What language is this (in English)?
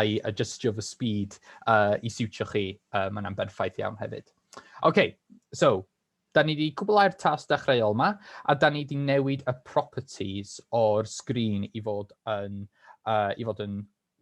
Welsh